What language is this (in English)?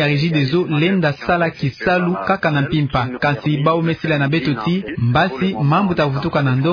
Kituba (Democratic Republic of Congo)